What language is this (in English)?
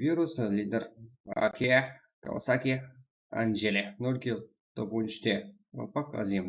Kara-Kalpak